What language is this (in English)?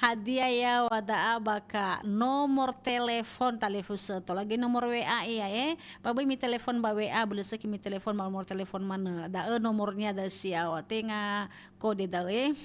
Nias